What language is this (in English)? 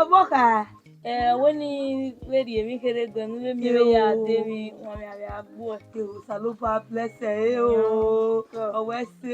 Bini